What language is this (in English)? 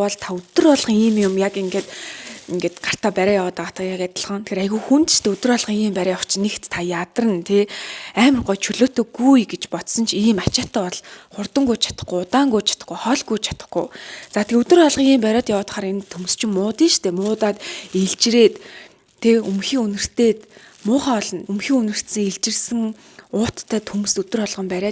Mongolian